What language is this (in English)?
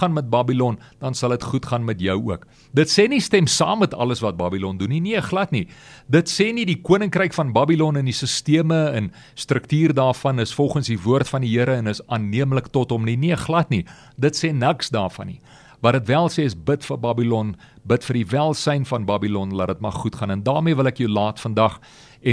Afrikaans